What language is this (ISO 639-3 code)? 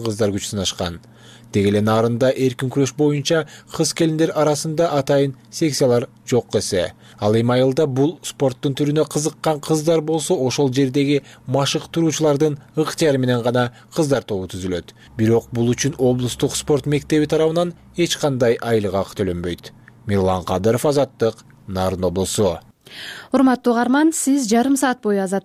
kir